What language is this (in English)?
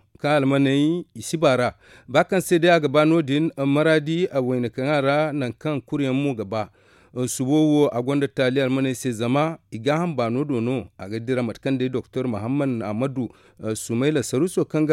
Zarma